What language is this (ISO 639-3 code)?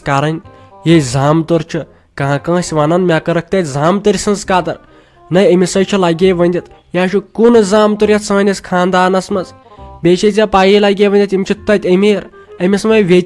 kas